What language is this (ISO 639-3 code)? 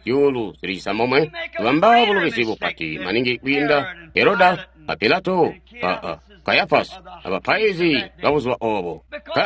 toi